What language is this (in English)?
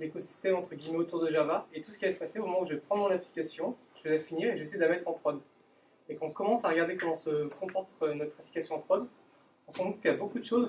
French